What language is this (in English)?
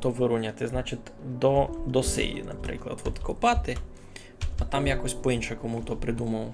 Rusyn